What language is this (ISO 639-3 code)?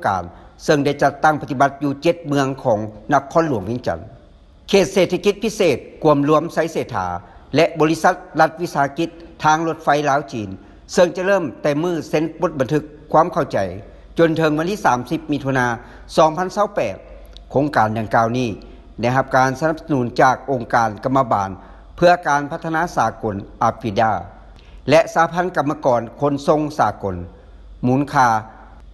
lao